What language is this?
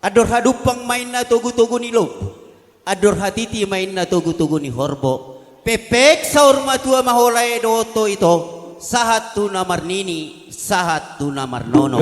Batak Toba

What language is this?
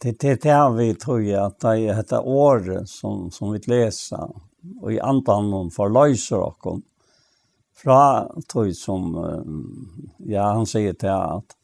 Faroese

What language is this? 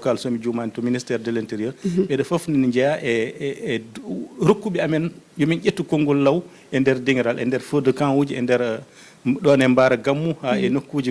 Fula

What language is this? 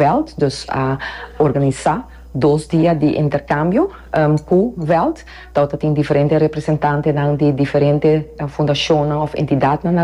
Papiamento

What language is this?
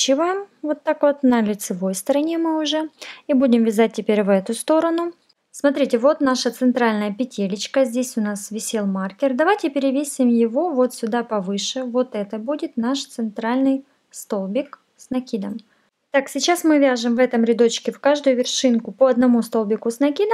Russian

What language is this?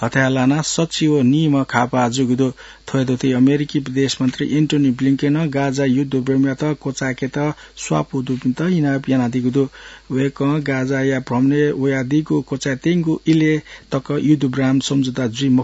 Newari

